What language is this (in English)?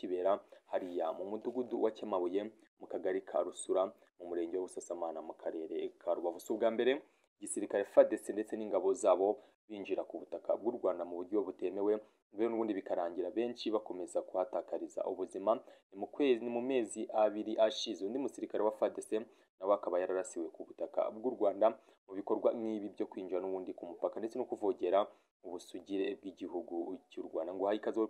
Kinyarwanda